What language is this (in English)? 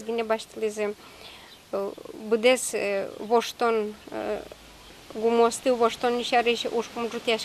Udmurt